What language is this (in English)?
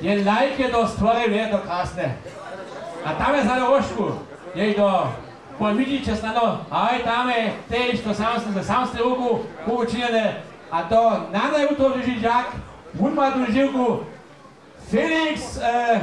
Upper Sorbian